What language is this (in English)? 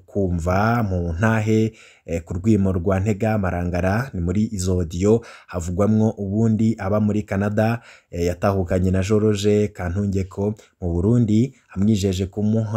Rundi